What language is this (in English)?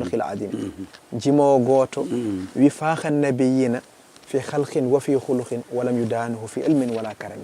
Fula